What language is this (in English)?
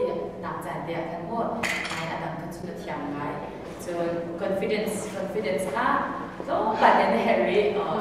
Hakha Chin